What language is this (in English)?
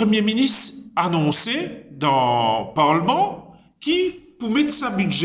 Morisyen